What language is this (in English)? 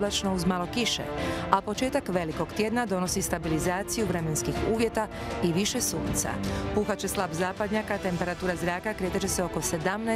Croatian